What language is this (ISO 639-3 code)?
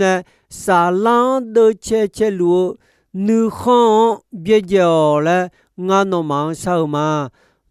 ahk